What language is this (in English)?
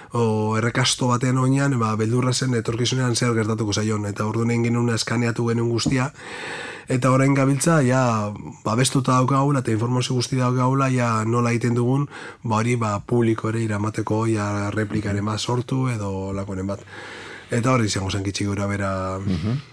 Basque